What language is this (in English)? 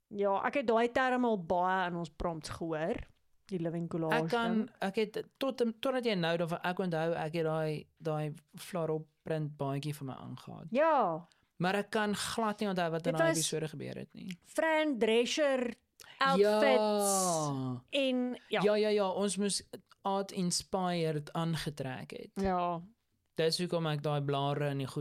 Afrikaans